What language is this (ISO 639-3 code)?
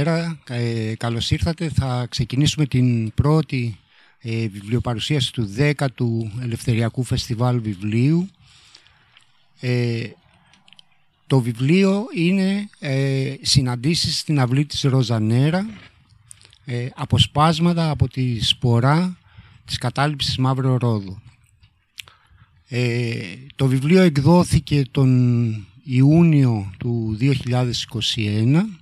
ell